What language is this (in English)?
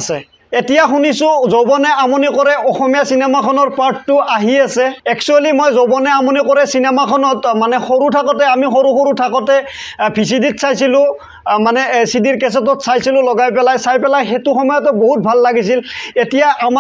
Assamese